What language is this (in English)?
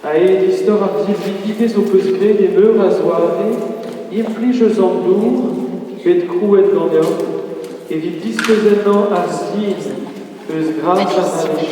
Breton